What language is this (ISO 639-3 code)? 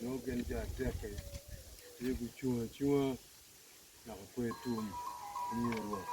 ach